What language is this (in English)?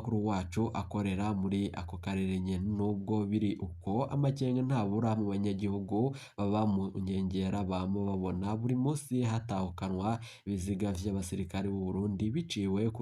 Rundi